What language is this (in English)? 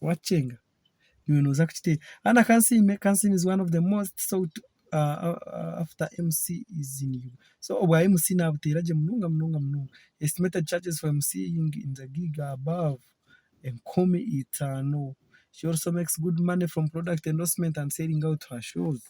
Nyankole